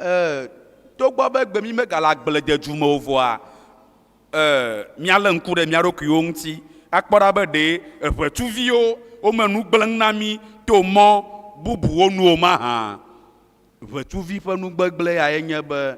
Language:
Ewe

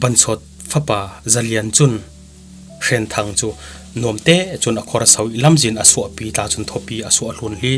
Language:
Falam Chin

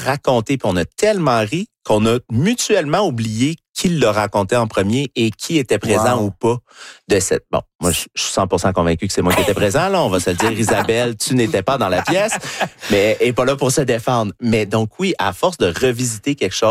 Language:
French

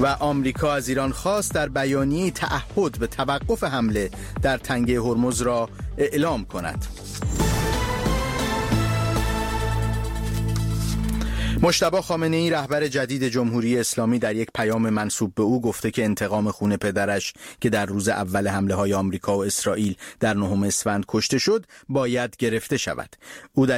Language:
Persian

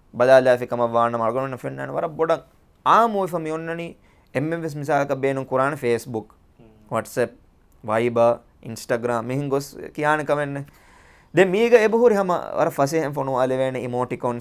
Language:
Divehi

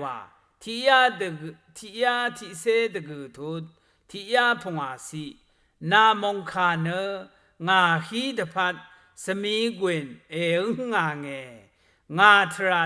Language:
Rawang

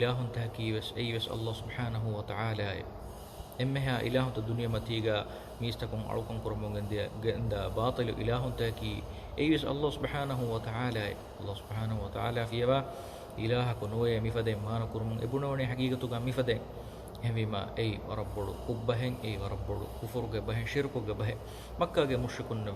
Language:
Divehi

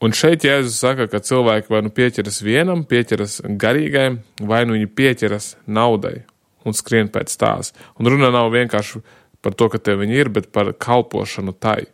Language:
Latvian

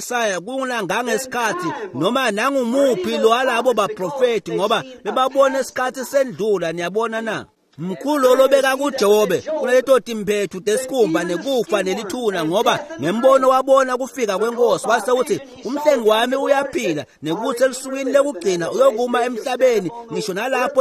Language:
Swati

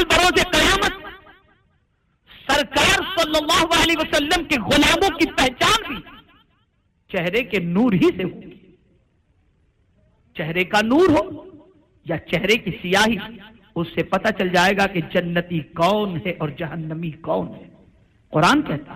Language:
Urdu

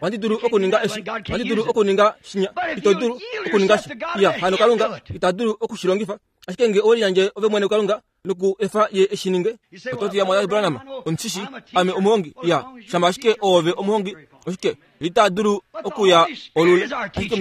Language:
Kuanyama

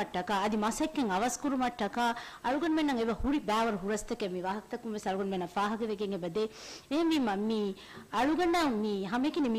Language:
Divehi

